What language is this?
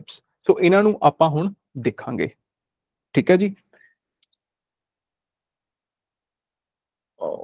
Punjabi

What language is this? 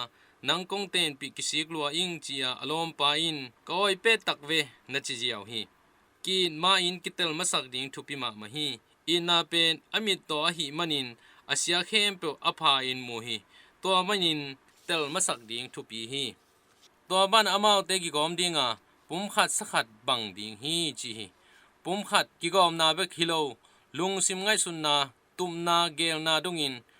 Tedim Chin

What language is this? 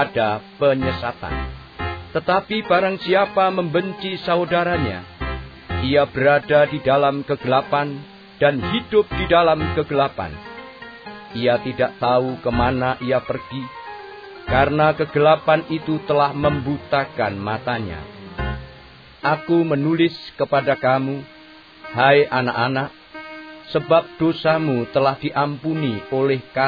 Indonesian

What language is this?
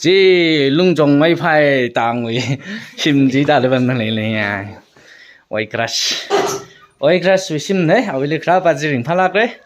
Tangkhul Naga (India)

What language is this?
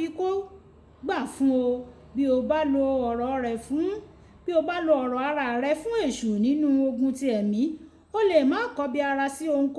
Yoruba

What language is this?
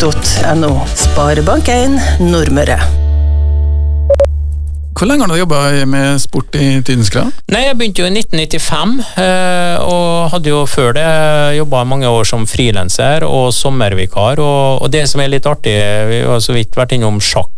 Norwegian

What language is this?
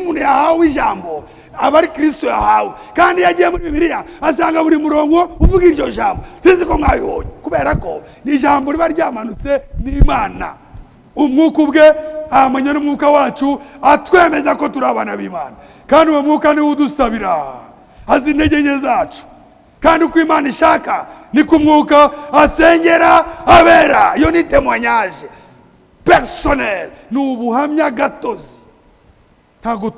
Kinyarwanda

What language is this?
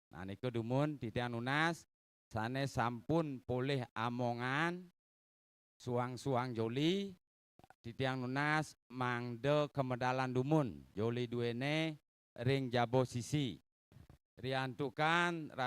Balinese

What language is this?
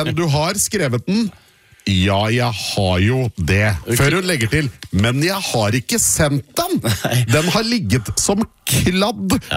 Norwegian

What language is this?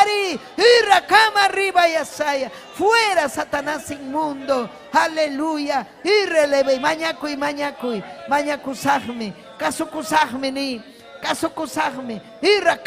Ayacucho Quechua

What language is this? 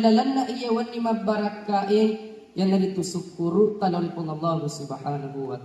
Buginese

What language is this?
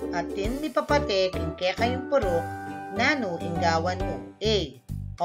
Pampanga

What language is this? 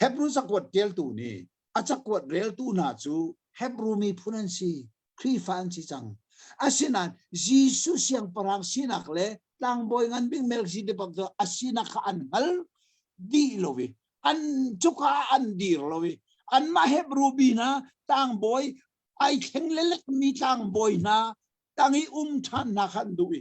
Hakha Chin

